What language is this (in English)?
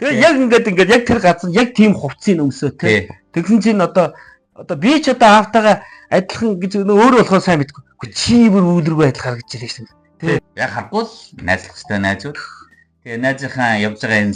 Mongolian